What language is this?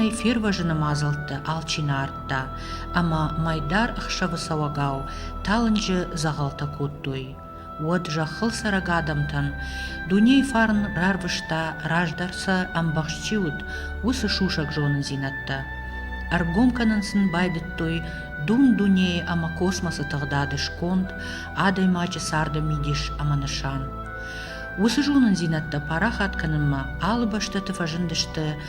Ossetic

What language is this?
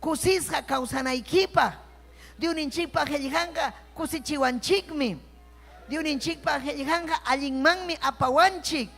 Ayacucho Quechua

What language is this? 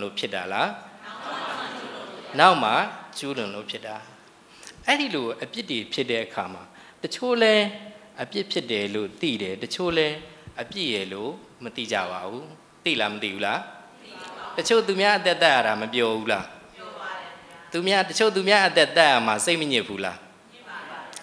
Burmese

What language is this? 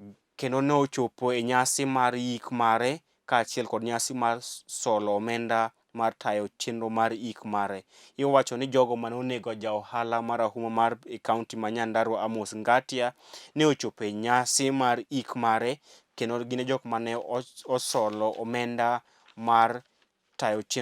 Luo (Kenya and Tanzania)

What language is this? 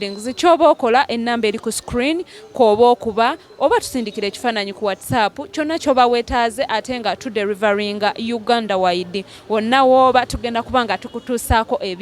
Ganda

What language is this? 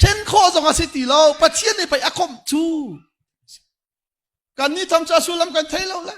Hakha Chin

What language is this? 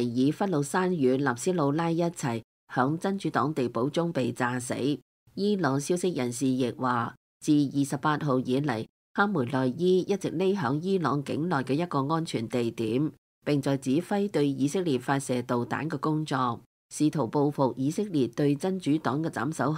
Cantonese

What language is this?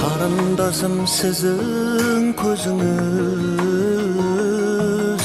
Kara-Kalpak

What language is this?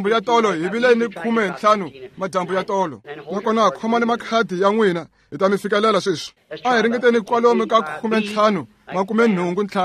Tsonga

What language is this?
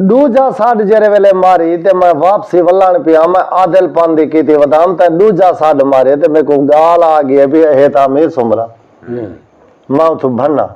Saraiki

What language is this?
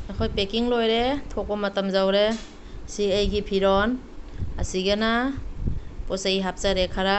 Manipuri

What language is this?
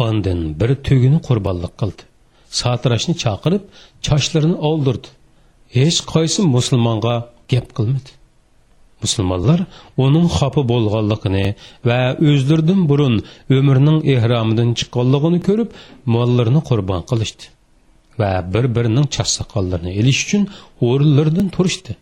Uyghur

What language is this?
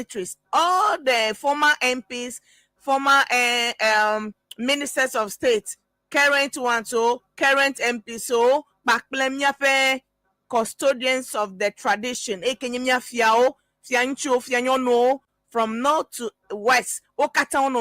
Ewe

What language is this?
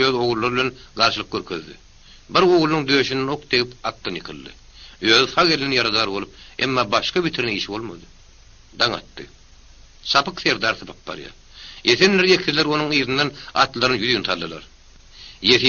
Turkmen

